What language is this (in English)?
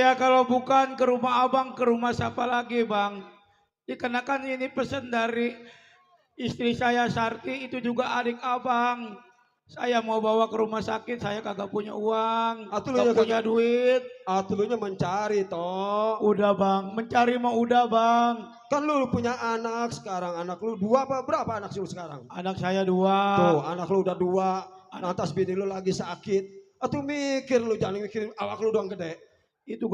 Betawi